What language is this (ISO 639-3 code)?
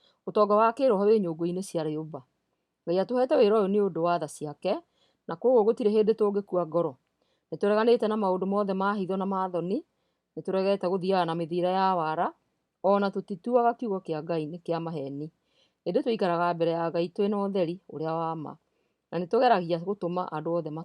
kik